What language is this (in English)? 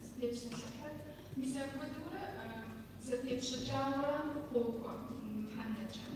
Kabardian